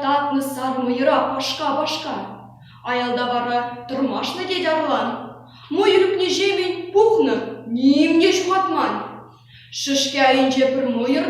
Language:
Chuvash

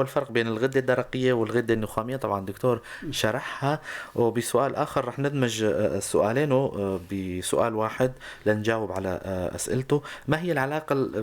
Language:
North Levantine Arabic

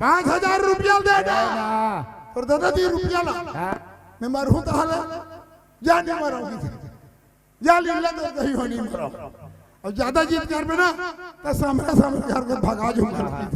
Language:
Chhattisgarhi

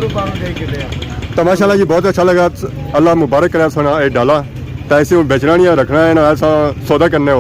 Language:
Pahari-Potwari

